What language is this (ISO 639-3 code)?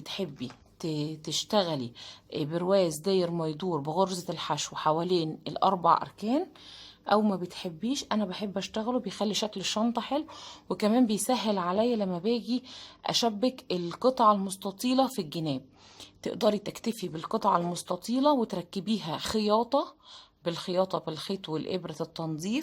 arz